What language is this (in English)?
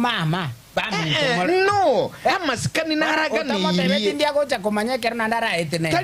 Gusii